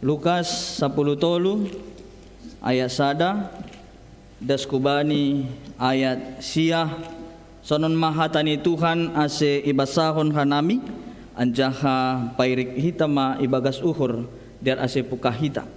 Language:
Batak Simalungun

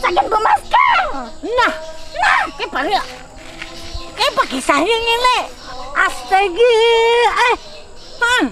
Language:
Banjar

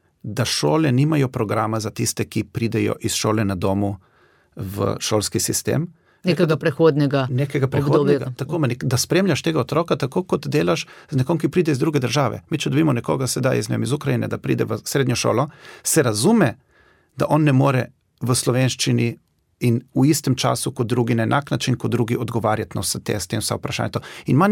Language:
Slovenian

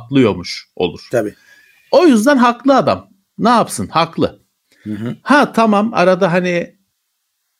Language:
Turkish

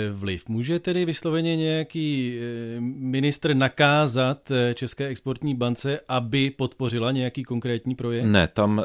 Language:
Czech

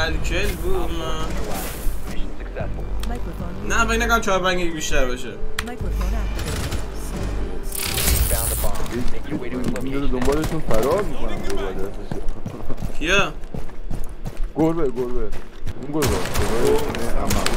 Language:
Persian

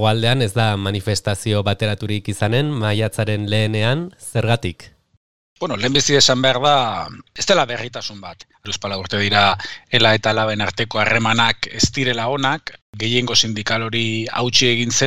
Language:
Basque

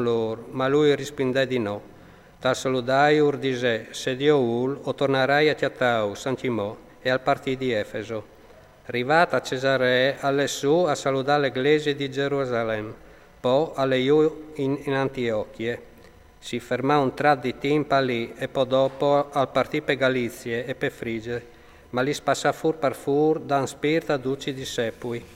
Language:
Friulian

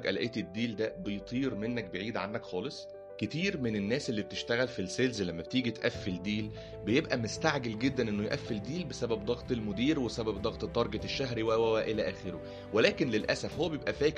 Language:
Egyptian Arabic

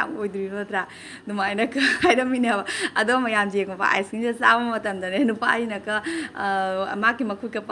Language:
Manipuri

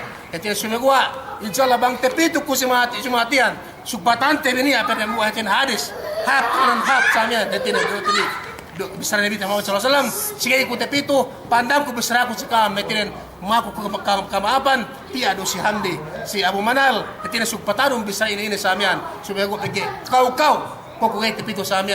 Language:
Yakan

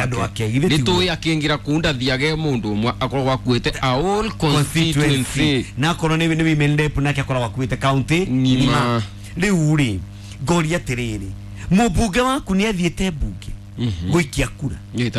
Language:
Kikuyu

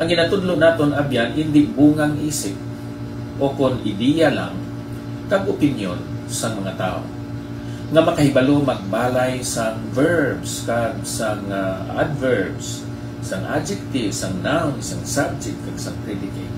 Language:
Hiligaynon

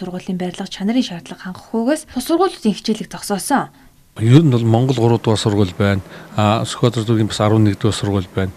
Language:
Mongolian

